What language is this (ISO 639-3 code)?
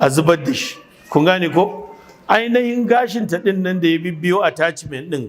hau